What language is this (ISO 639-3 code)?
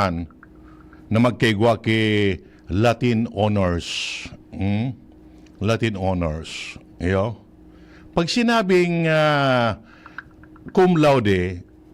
bik